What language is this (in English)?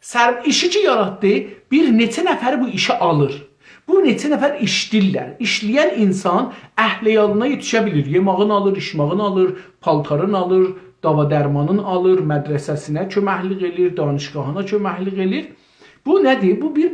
South Azerbaijani